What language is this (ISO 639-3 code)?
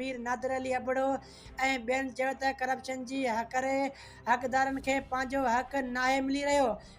snd